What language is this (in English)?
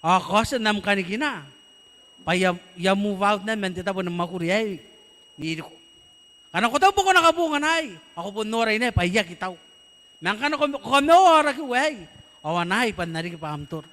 Gilbertese